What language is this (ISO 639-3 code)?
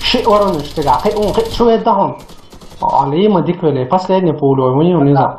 che